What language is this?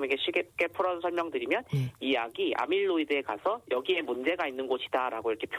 Korean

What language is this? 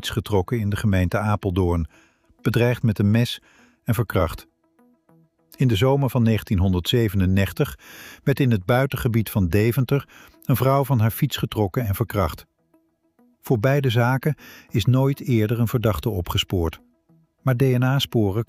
Dutch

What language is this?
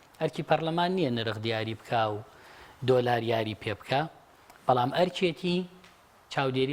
Central Kurdish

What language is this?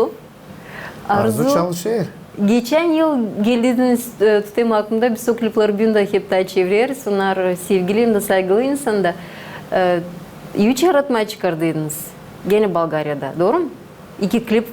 Gagauz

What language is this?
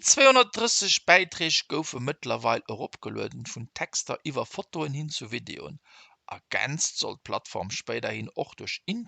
Luxembourgish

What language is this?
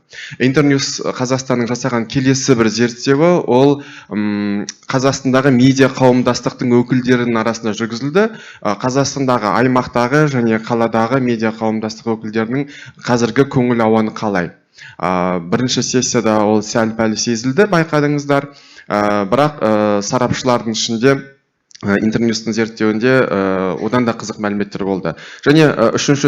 Kazakh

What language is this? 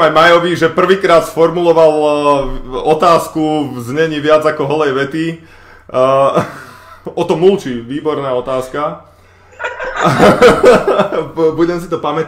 Slovak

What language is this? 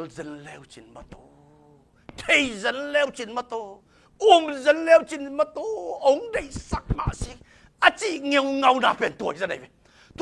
Tedim Chin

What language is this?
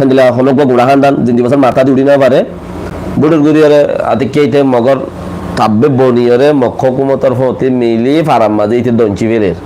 Rohingya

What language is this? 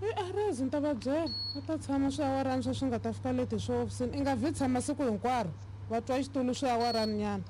Tsonga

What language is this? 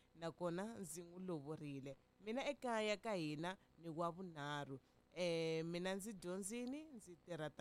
Tsonga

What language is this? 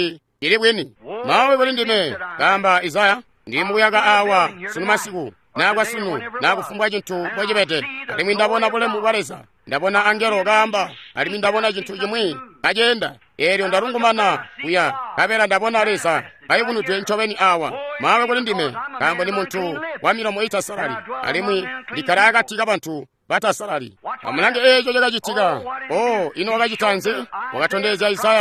Tonga (Zambia)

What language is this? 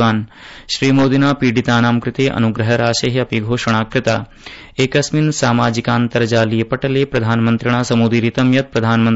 Sanskrit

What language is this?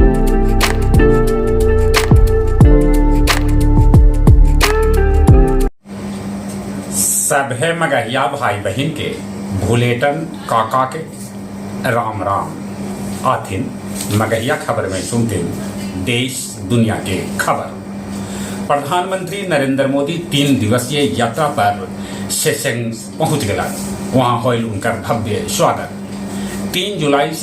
Magahi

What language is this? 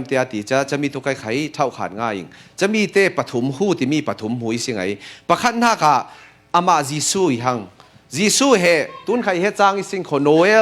Falam Chin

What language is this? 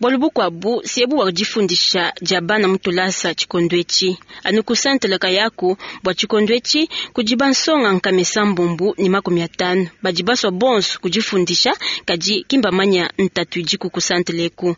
Luba-Lulua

